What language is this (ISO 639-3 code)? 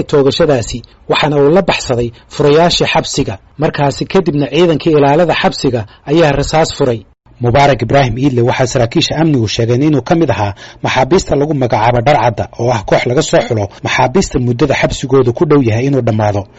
som